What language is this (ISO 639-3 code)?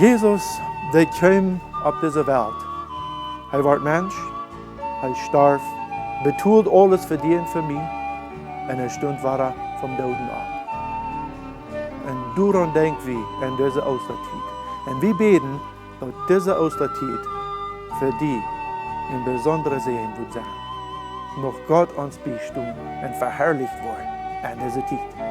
pdt